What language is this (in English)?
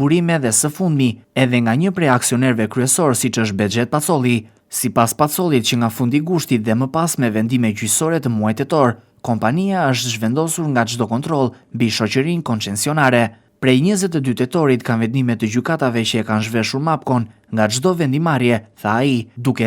Albanian